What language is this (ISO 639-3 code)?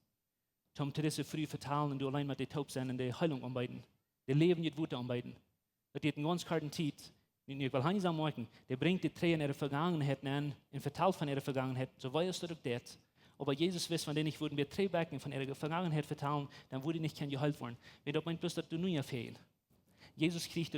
pdt